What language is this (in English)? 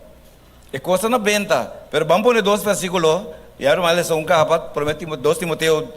Papiamento